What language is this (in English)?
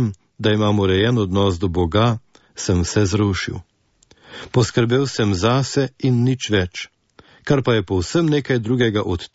Slovenian